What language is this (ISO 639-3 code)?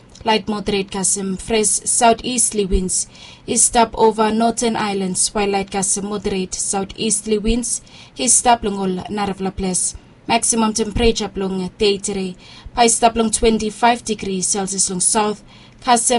bis